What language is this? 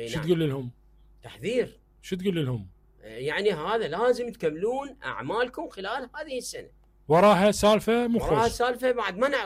Mesopotamian Arabic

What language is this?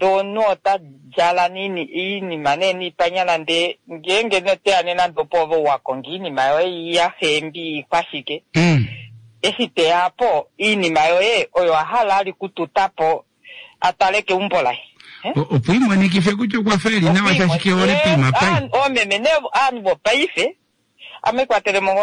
Kuanyama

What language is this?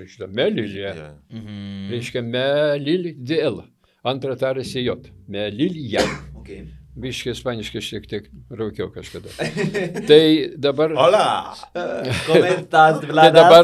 Lithuanian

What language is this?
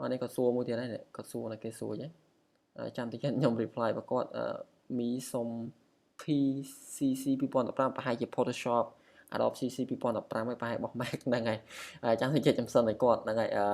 Khmer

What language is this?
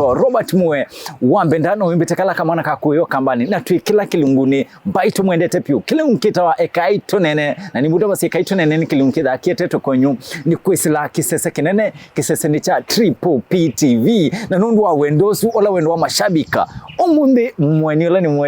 Kamba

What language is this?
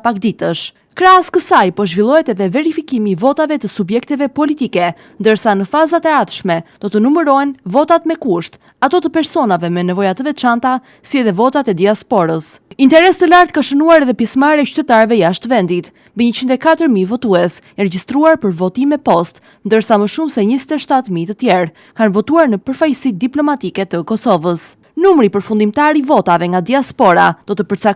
Albanian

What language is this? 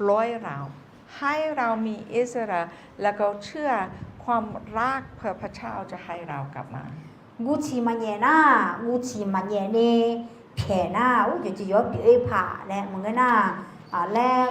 Akha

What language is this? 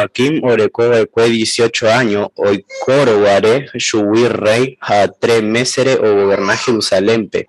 Guarani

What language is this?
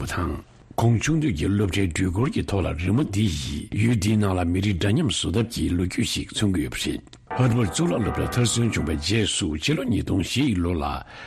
Tibetan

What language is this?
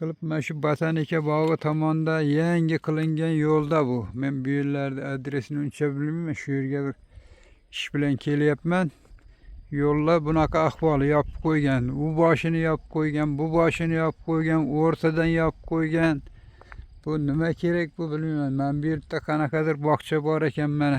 Uzbek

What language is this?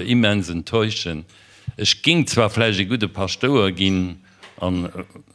Luxembourgish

